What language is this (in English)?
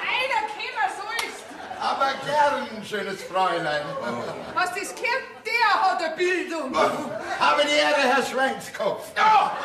Bavarian